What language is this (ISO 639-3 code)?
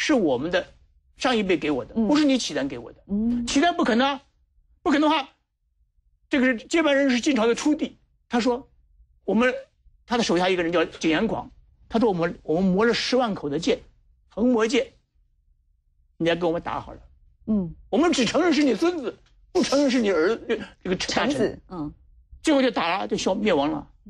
zho